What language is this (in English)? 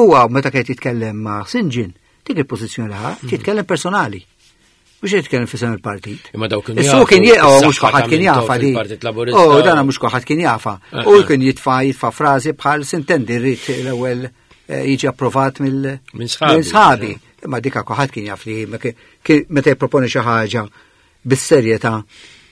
Maltese